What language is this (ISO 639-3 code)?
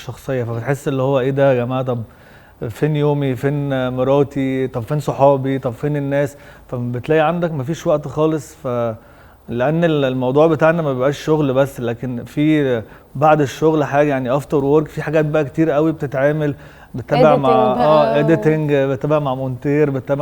arz